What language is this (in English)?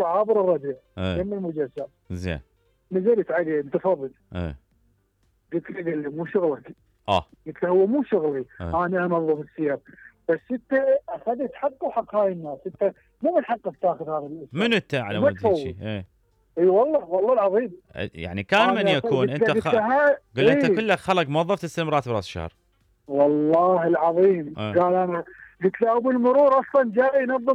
Mesopotamian Arabic